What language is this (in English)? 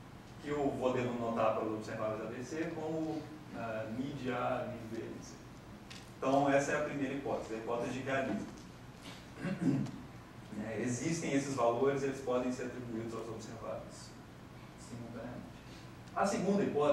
Portuguese